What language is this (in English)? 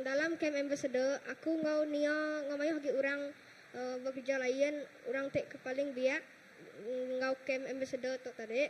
Iban